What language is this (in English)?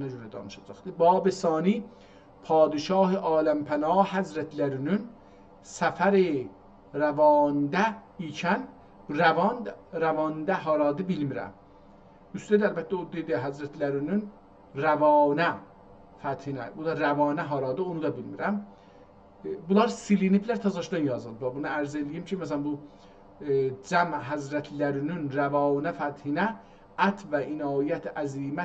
South Azerbaijani